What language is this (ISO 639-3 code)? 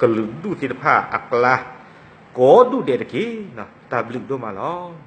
ksw